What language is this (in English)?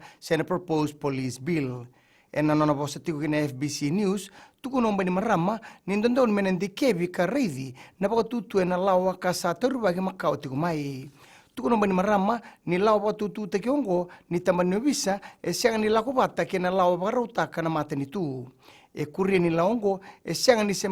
Fijian